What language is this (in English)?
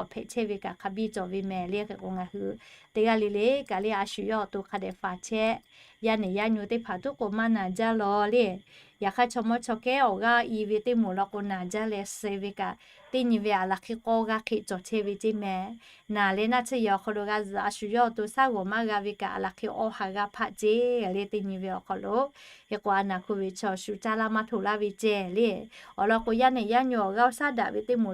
Lahu